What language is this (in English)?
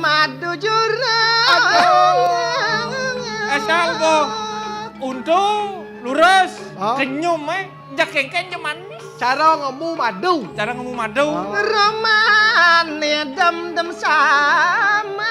Balinese